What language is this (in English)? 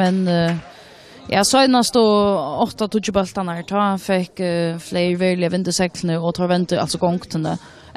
Faroese